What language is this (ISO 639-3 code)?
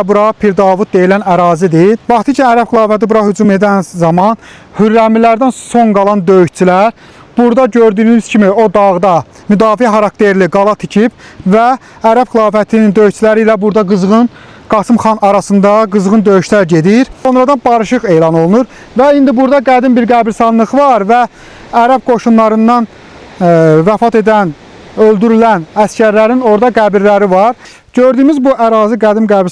aze